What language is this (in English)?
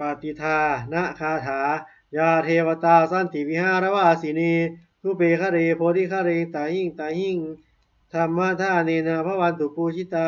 Pali